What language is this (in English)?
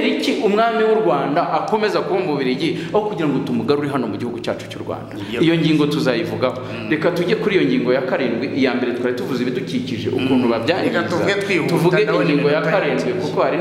Kinyarwanda